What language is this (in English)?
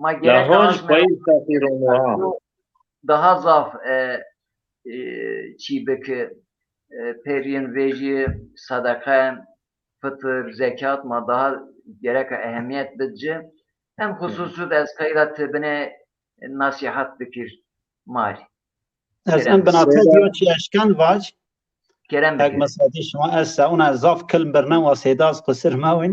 Zaza